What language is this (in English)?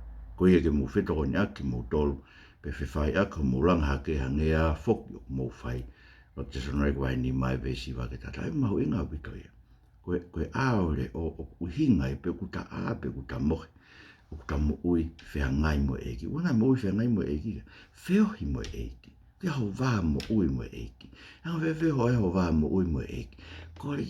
Tongan